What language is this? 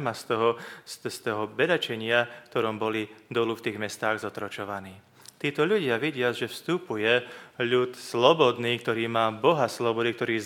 Slovak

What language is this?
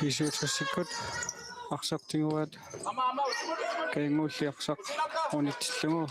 Kalaallisut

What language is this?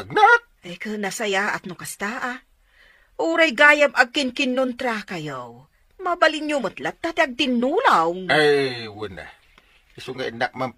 Iloko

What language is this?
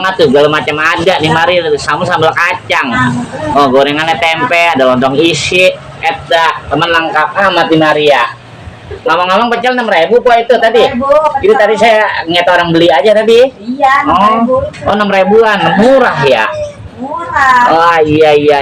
Betawi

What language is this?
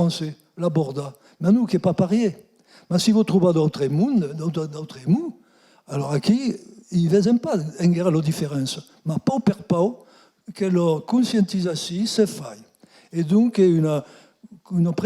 Occitan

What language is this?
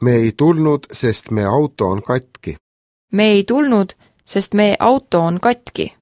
Estonian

